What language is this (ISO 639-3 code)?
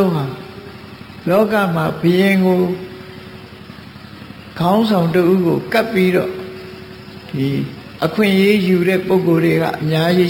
mya